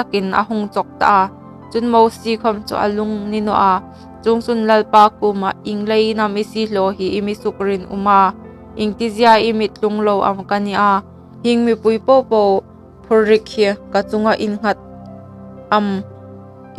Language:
Hmar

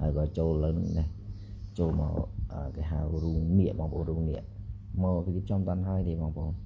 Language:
Khmer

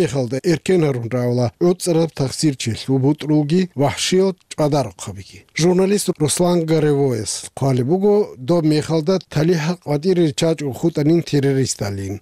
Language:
Avaric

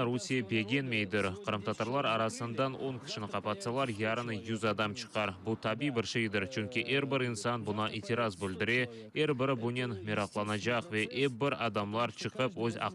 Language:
Crimean Tatar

